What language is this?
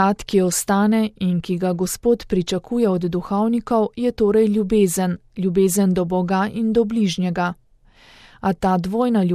Slovenian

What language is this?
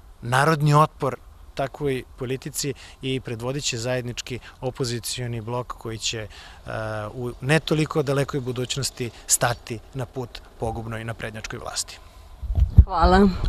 Serbian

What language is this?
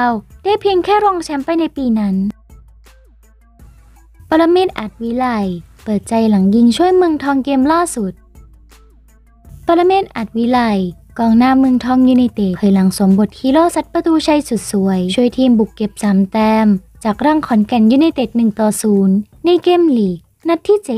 Thai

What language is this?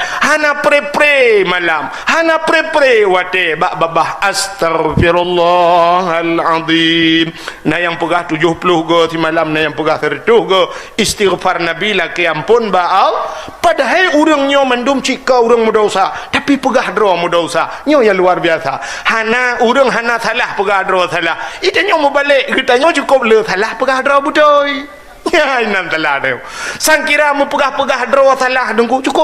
Achinese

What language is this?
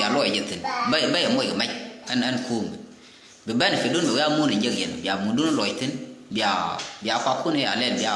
Nuer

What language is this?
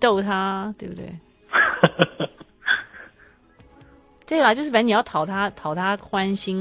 Chinese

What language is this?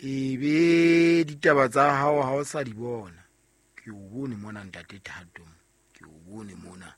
Southern Sotho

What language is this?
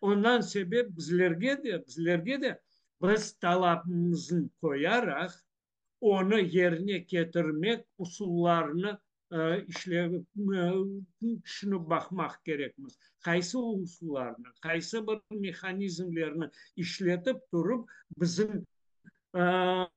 Crimean Tatar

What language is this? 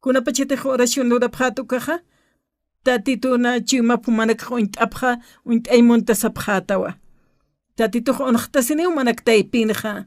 Aymara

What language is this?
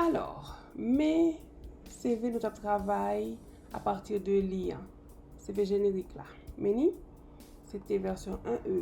Haitian Creole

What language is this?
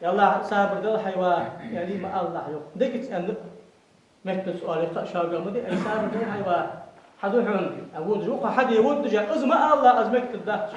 Ingush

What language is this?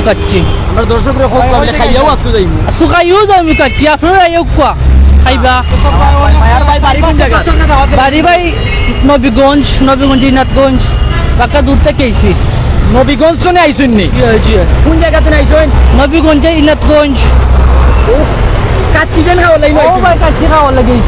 Sylheti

